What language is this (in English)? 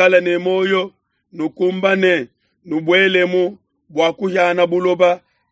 Luba-Lulua